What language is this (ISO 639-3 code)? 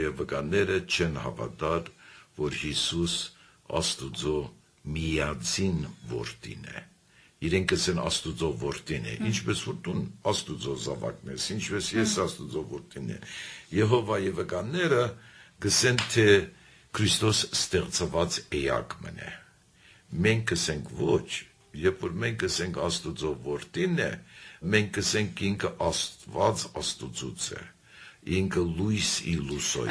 hye